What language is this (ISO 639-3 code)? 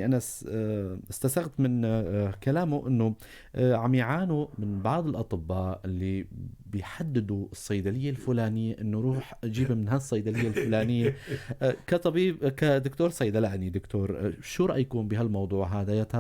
apc